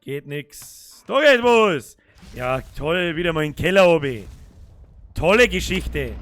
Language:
Bavarian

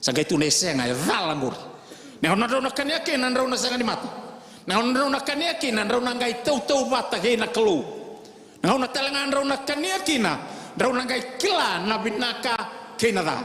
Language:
Fijian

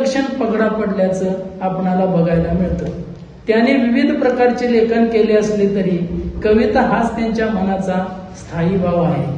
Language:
Marathi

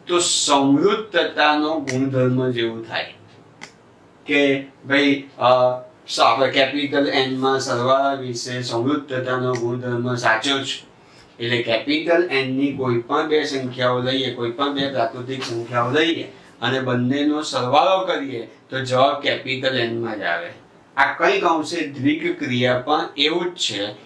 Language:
Gujarati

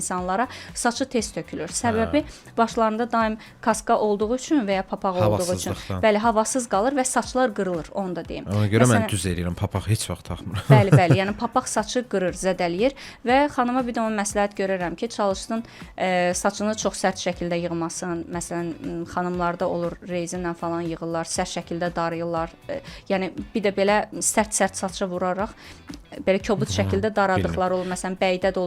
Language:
Azerbaijani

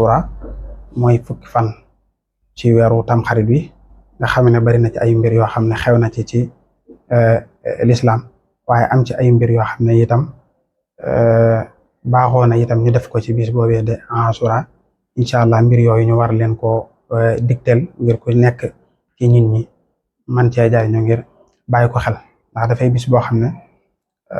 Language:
Wolof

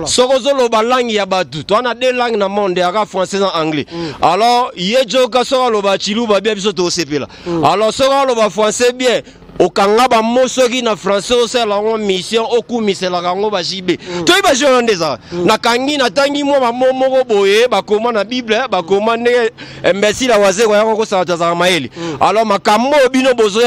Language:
Lingala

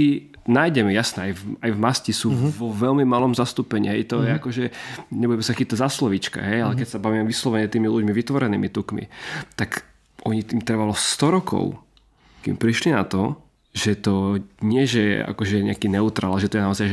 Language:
Slovak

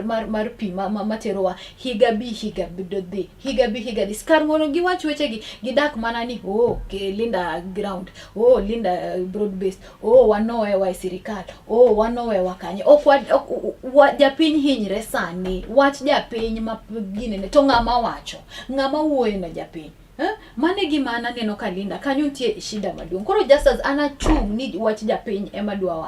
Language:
Luo (Kenya and Tanzania)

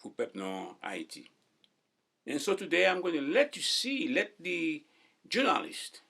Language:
Haitian Creole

